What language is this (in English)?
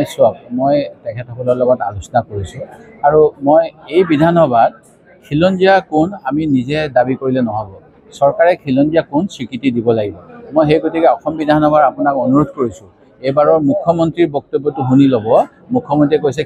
Assamese